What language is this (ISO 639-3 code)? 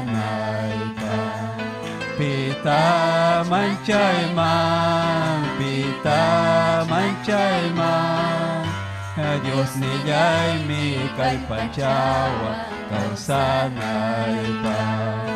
quy